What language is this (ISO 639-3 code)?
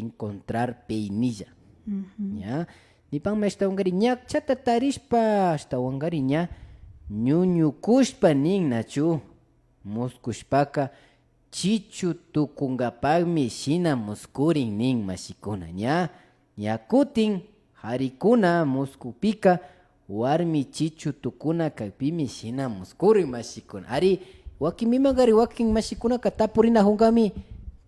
qvi